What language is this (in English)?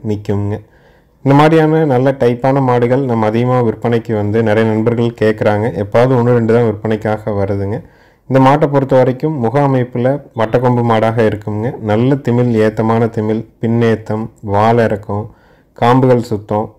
Tamil